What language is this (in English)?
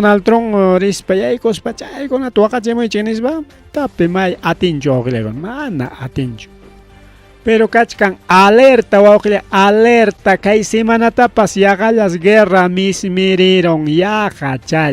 Ayacucho Quechua